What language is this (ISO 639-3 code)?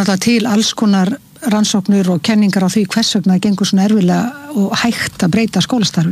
isl